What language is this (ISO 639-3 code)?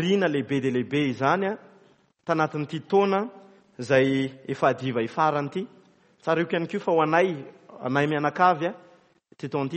mlg